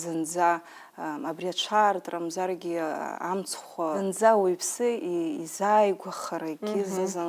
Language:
Abkhazian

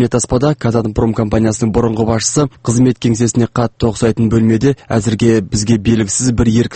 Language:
Kazakh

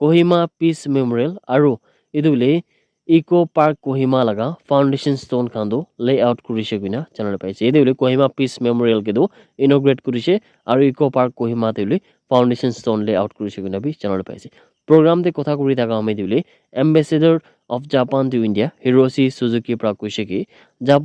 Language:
Naga Pidgin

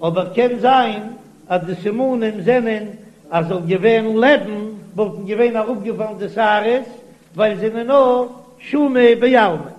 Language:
Yiddish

